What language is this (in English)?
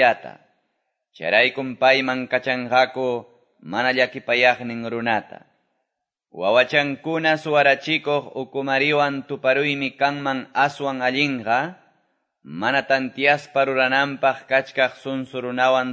Quechua